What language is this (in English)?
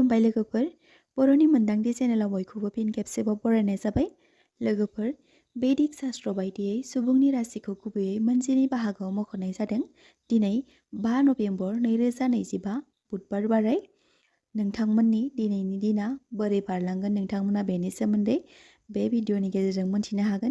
Bodo